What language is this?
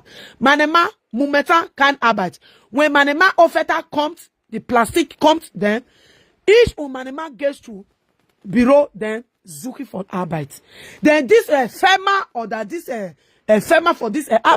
Nigerian Pidgin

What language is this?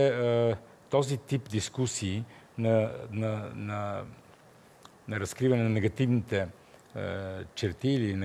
Bulgarian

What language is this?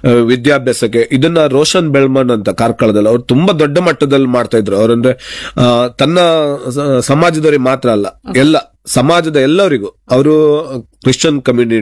Kannada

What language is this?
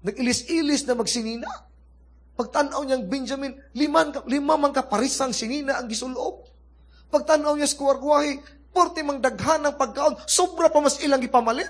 Cebuano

